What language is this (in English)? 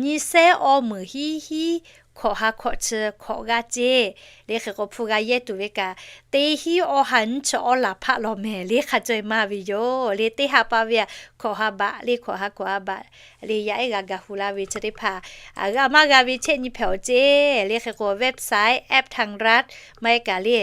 Lahu